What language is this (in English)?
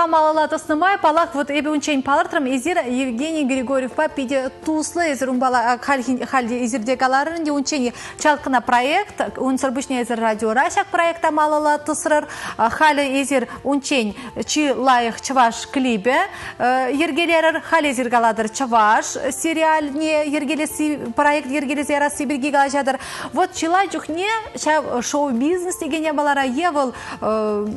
Chuvash